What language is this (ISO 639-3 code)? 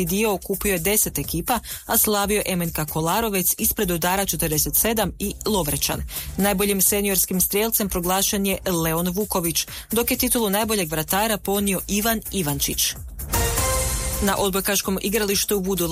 hrv